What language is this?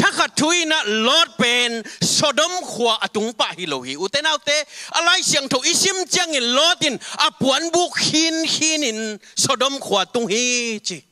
Tedim Chin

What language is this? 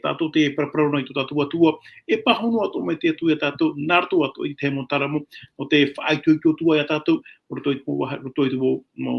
Tahitian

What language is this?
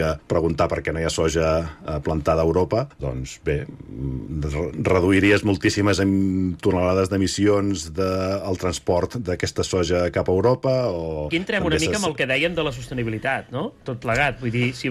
Catalan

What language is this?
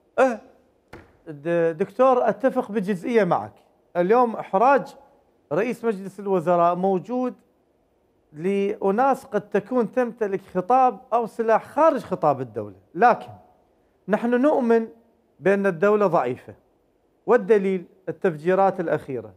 Mesopotamian Arabic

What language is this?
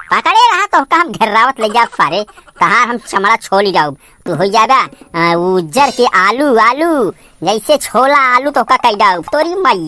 Awadhi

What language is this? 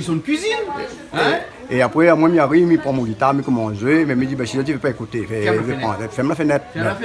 Réunion Creole French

